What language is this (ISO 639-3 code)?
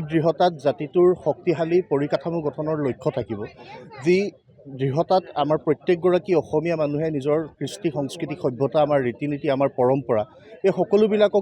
asm